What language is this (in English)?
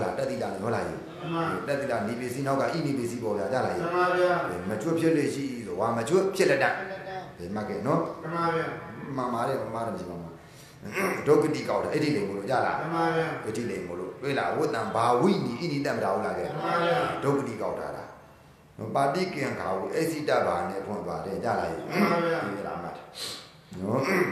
Burmese